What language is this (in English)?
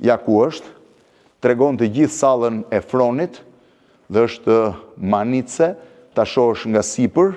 Albanian